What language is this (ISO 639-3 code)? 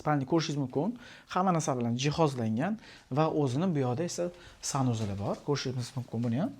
uzb